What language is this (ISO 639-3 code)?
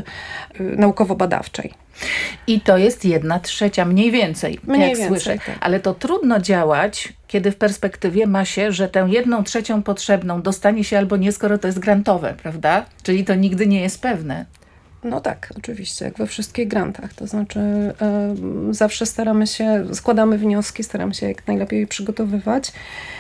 pol